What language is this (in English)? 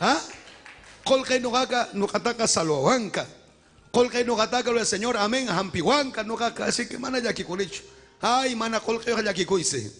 Ayacucho Quechua